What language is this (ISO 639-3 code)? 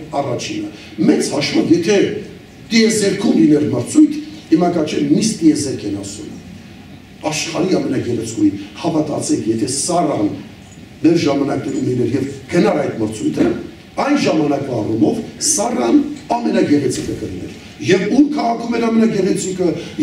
hye